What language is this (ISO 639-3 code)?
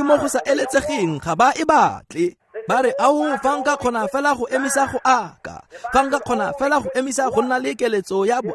tsn